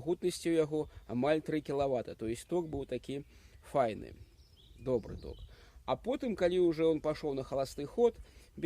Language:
Belarusian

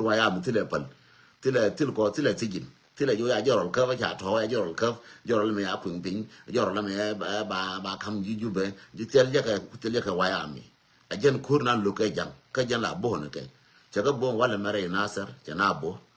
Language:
Nuer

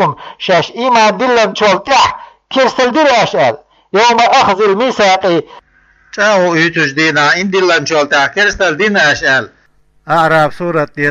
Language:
Chechen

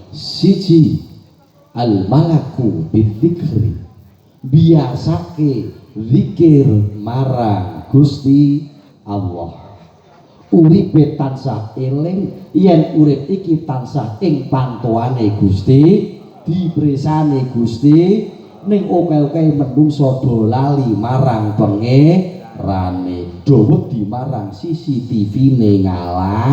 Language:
Javanese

